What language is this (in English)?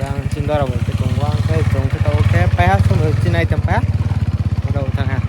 Riang (India)